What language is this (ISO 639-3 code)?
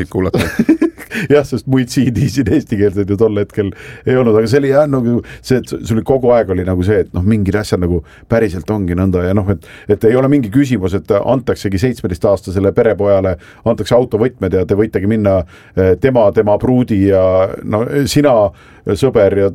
est